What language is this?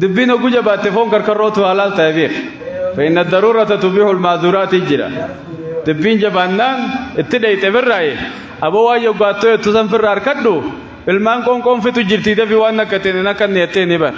Oromo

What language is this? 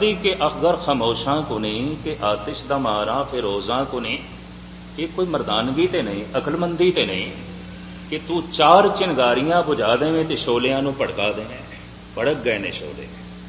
Punjabi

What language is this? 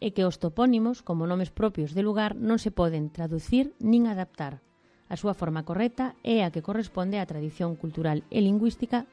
Galician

